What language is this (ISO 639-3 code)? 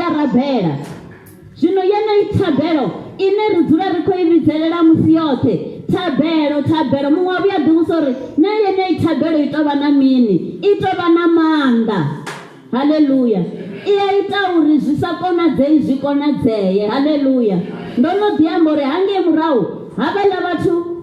ven